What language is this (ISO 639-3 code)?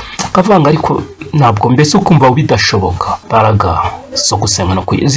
kin